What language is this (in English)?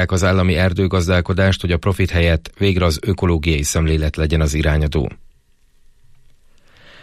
Hungarian